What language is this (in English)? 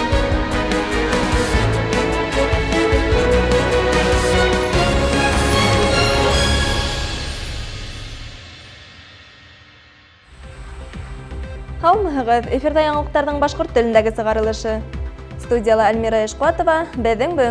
Bashkir